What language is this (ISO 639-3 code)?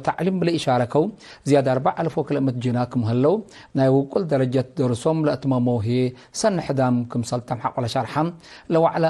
tig